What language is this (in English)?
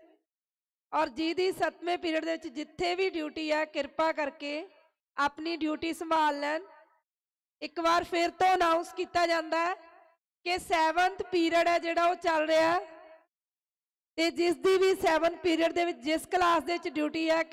Punjabi